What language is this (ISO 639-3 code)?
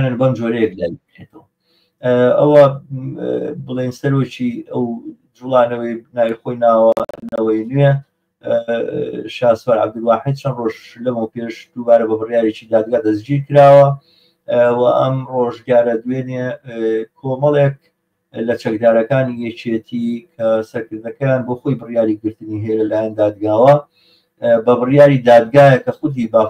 ckb